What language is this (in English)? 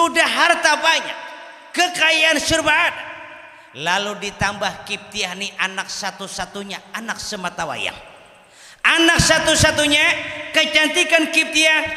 Banjar